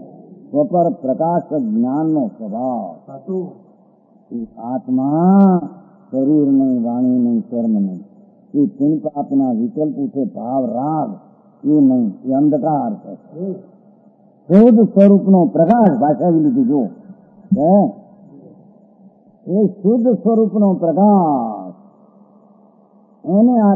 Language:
Gujarati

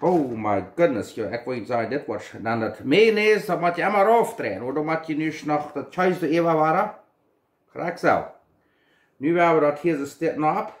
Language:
Plautdietsch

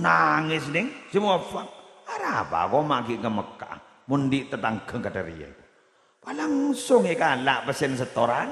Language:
Madurese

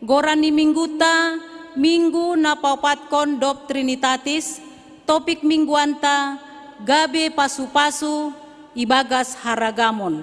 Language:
Batak Simalungun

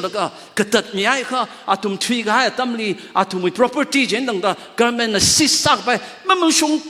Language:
Tangkhul Naga (India)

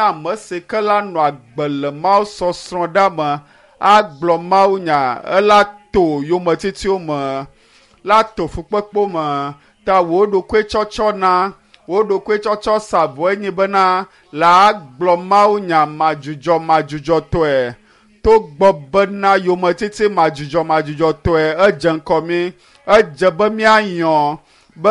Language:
Ewe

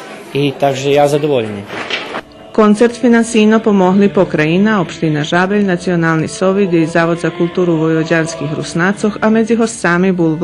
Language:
Rusyn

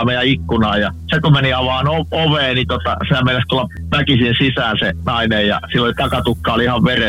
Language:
Finnish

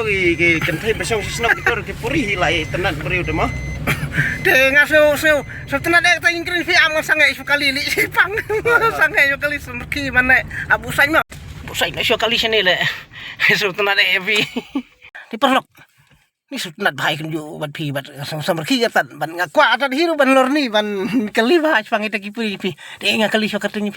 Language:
Khasi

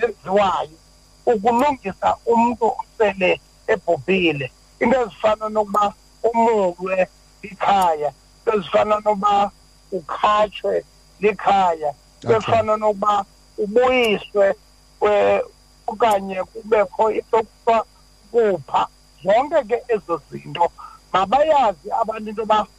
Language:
Xhosa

